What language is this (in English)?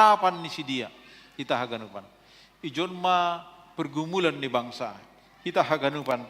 Batak Simalungun